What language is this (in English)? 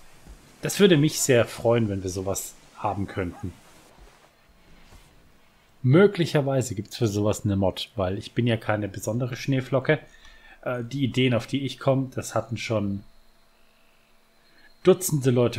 German